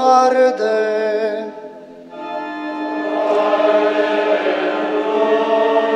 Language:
Romanian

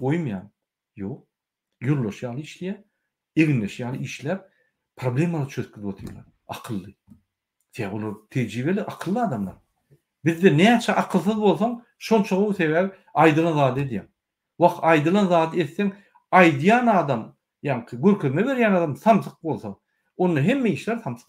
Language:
Turkmen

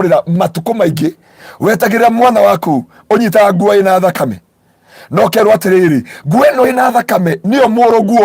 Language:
Kikuyu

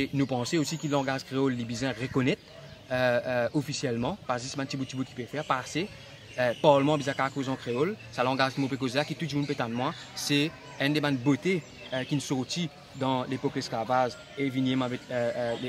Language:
Morisyen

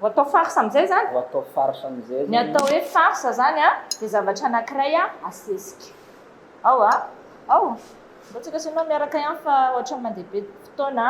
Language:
Malagasy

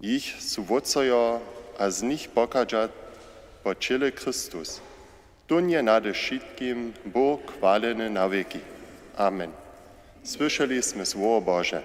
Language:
Upper Sorbian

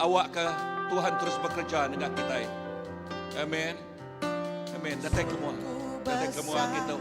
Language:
Iban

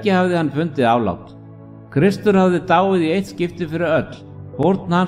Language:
Icelandic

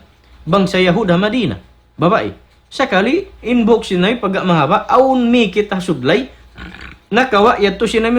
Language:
Tausug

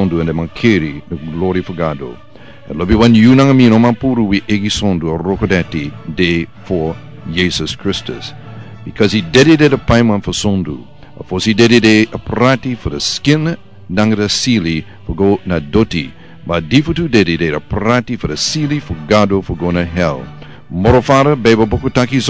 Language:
Sranan Tongo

